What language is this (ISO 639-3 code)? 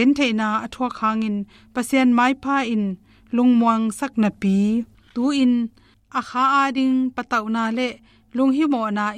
ctd